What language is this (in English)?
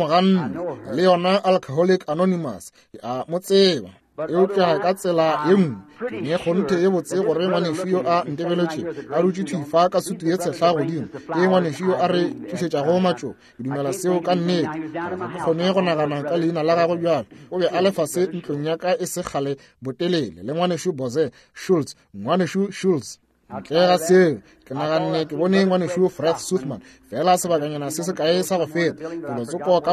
Northern Sotho